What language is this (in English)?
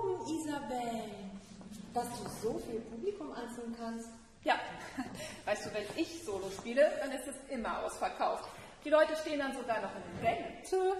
German